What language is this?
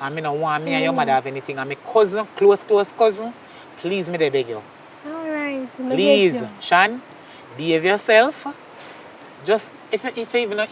Jamaican Creole English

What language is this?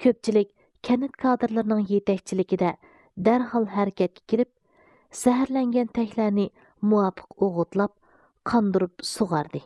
Uyghur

